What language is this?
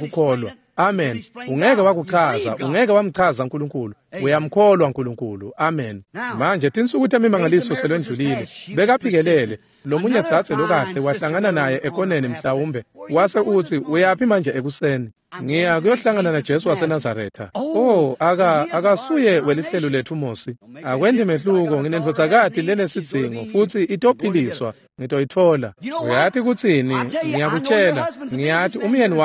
Swati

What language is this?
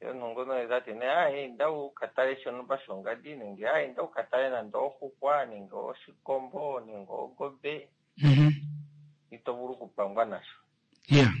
Kuanyama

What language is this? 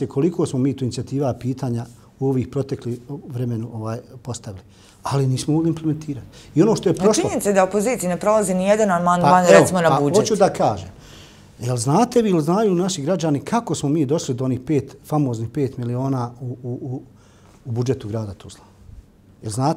Bosnian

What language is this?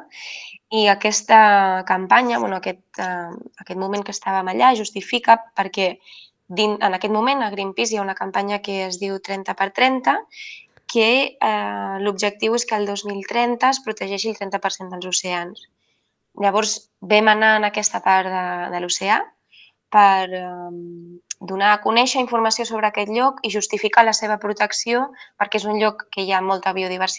Catalan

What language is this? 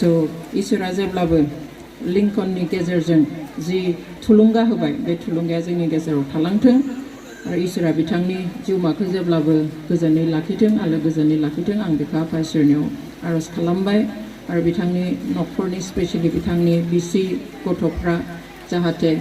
Bodo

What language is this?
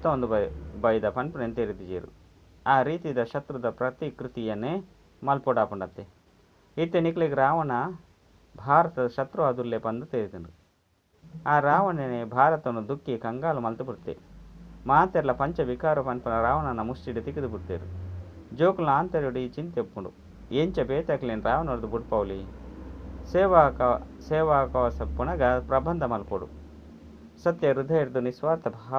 Tulu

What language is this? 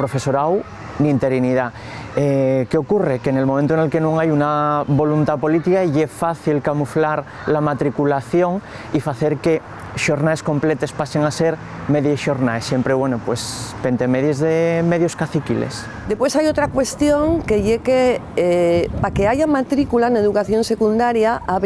Asturian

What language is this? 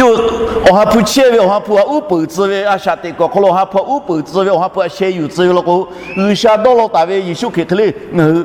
Lahu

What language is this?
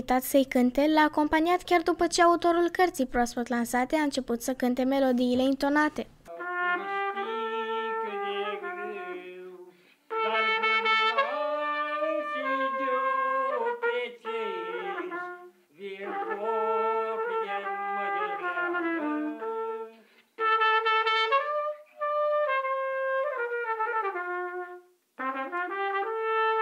Romanian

